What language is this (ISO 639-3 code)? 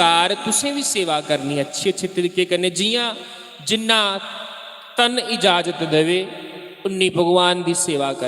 doi